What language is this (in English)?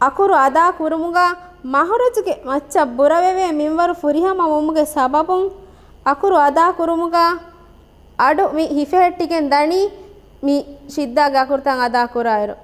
Divehi